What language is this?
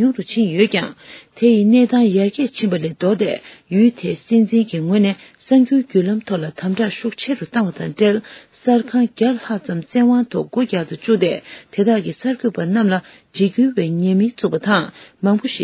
Tibetan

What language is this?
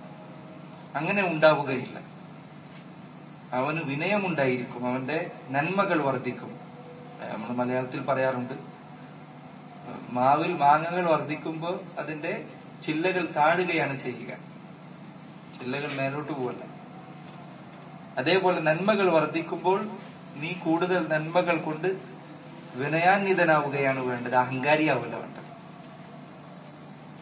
Malayalam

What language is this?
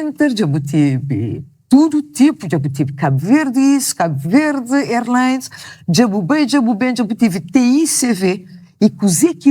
Kabuverdianu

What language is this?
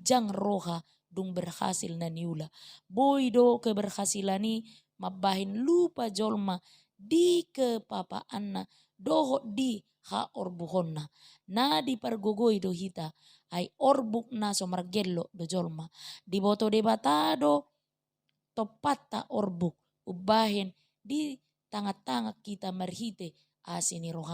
Batak Toba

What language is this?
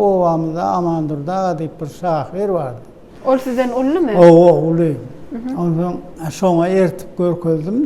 Turkmen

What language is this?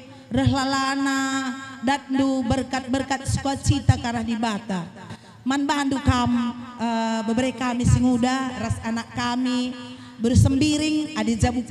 Batak Karo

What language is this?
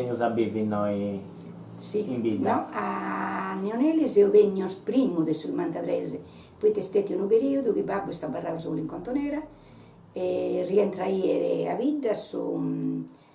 Sardinian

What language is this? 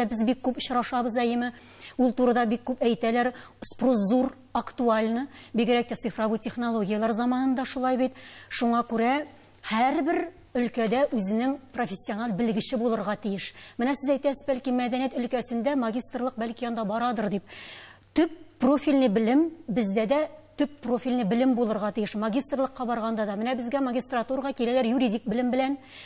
Tatar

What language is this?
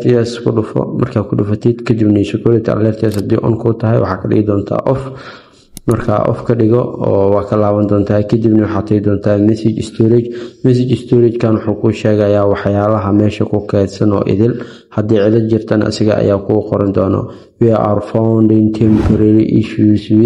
Somali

